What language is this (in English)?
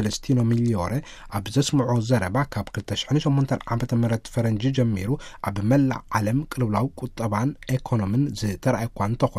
Tigrinya